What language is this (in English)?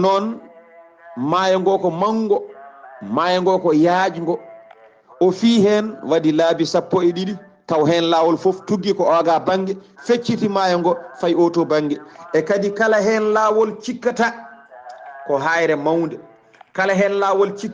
Fula